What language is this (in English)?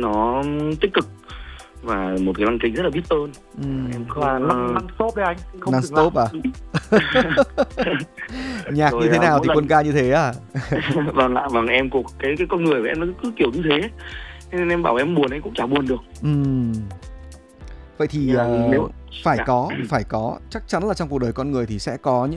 Vietnamese